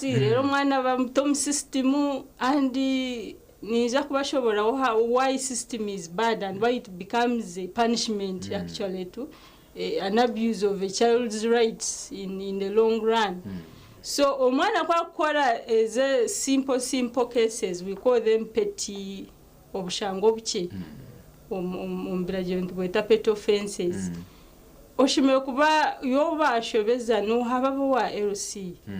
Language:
Nyankole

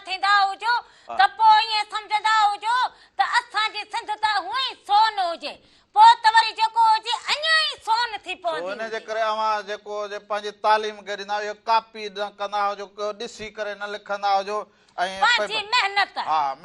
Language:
Sindhi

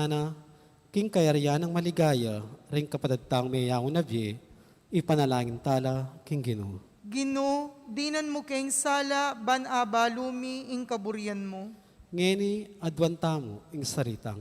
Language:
Pampanga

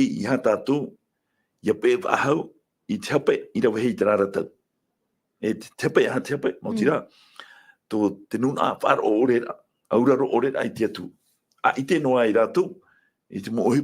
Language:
Tahitian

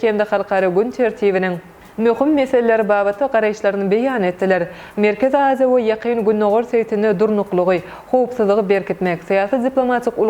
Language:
Turkmen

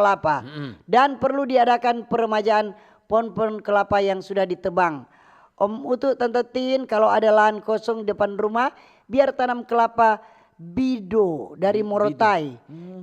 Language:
Manado Malay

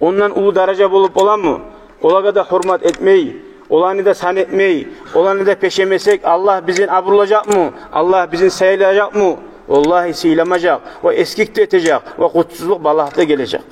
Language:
Kumyk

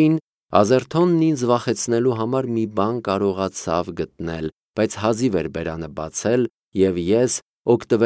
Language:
Armenian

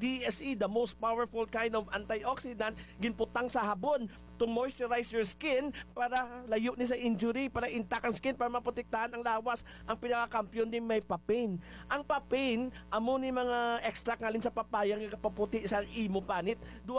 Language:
Hiligaynon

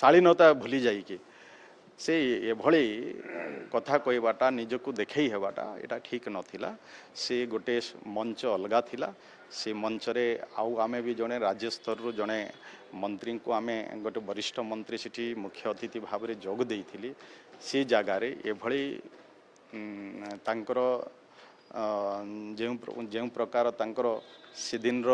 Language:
Odia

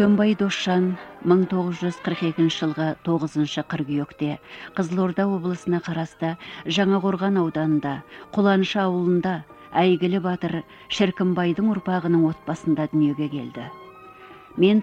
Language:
Kazakh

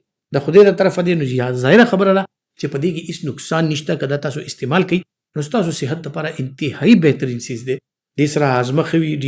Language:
Pashto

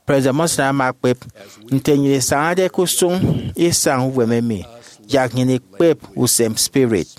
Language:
Efik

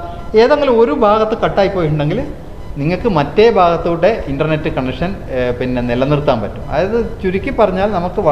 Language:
Malayalam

